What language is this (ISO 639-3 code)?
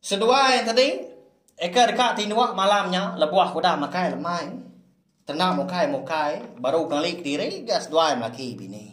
iba